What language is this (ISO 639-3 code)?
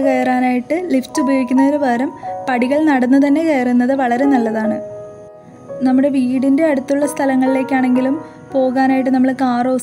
mal